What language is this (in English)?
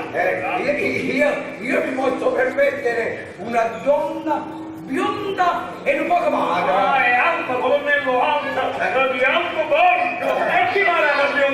Neapolitan